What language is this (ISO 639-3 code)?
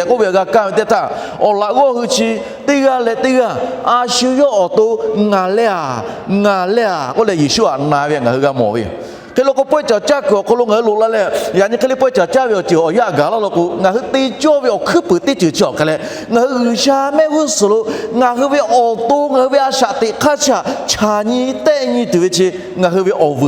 lhu